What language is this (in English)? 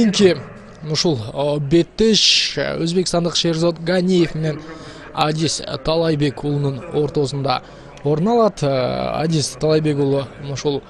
Kyrgyz